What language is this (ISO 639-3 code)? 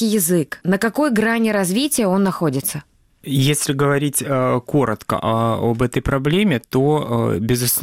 rus